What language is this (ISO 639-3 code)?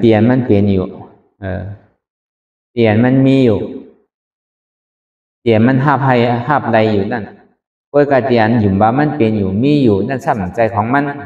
shn